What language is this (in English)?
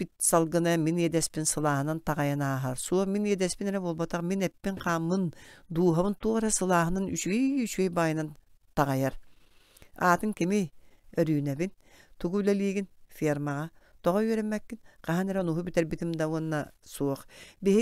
Yakut